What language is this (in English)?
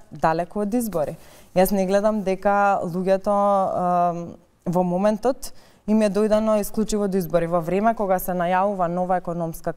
Macedonian